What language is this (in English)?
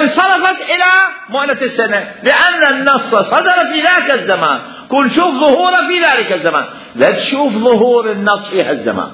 Mesopotamian Arabic